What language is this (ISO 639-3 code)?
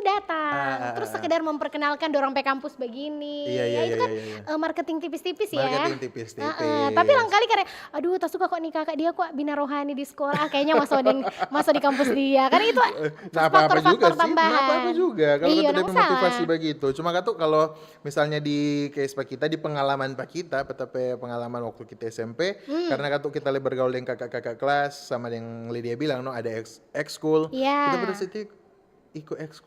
xmm